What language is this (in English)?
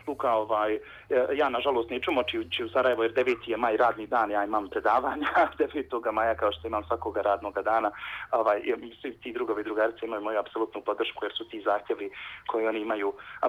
Bosnian